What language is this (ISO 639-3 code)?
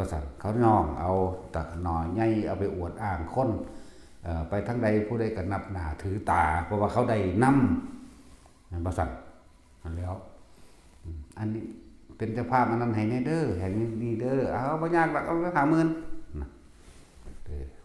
tts